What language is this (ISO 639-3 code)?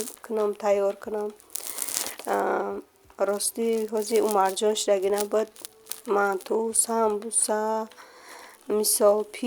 tgk